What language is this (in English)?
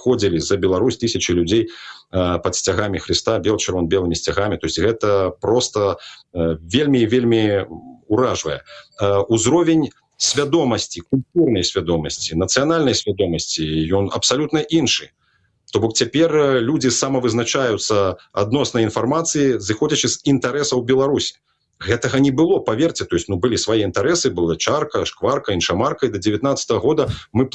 Belarusian